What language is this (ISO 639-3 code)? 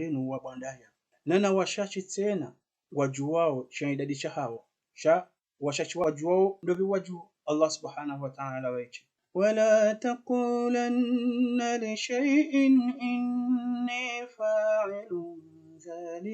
zdj